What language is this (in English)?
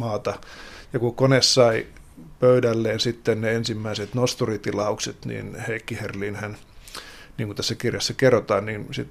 Finnish